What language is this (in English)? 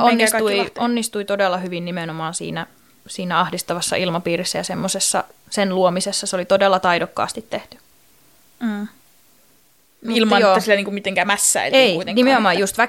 Finnish